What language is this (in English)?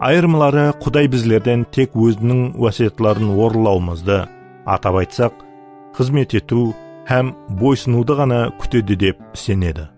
Kara-Kalpak